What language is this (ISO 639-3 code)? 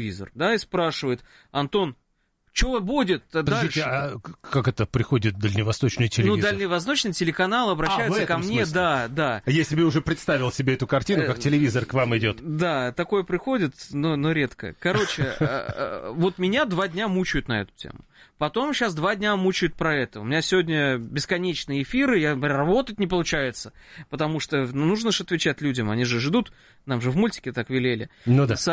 rus